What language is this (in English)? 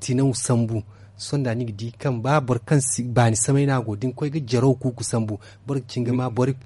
Zarma